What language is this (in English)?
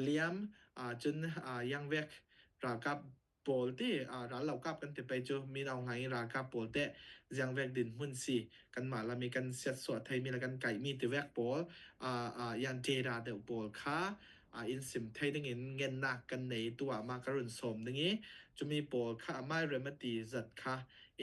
Falam Chin